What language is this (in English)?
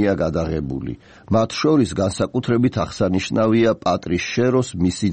Georgian